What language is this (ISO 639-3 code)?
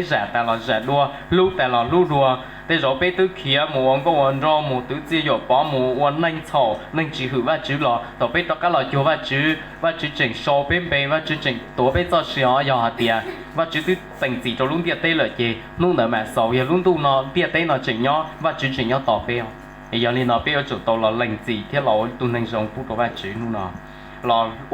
hmn